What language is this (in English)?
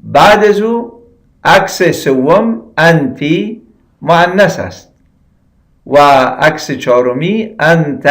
Persian